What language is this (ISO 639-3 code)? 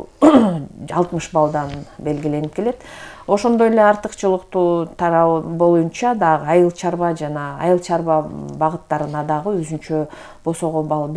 kir